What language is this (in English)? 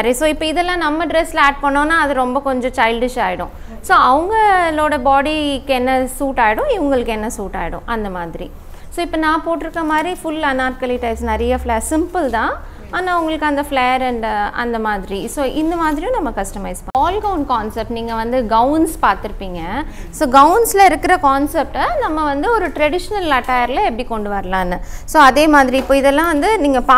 Tamil